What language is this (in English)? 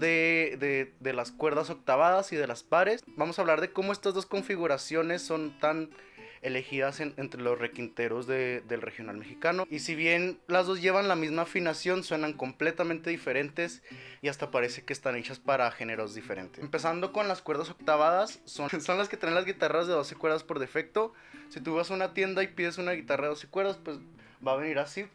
Spanish